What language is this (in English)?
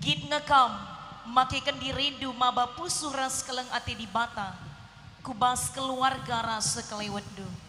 Batak Karo